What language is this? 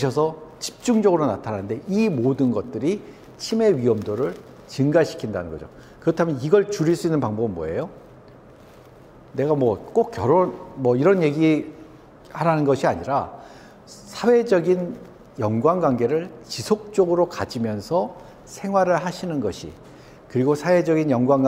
Korean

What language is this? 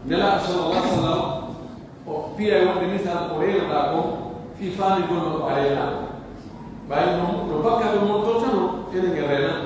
Pular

